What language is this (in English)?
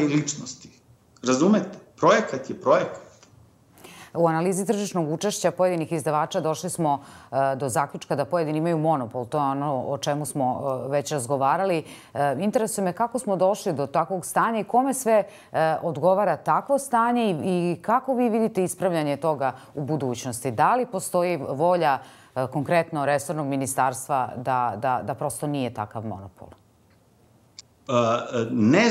Serbian